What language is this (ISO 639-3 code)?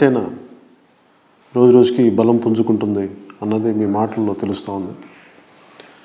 tel